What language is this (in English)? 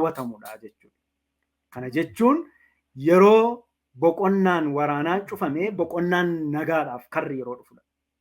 Oromo